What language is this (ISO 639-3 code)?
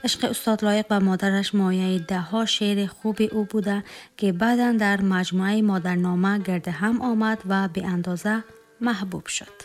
tgk